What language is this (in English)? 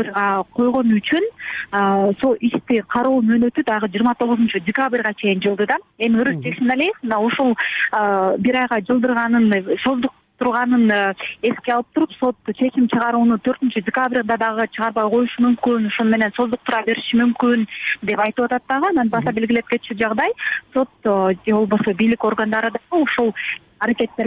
Kyrgyz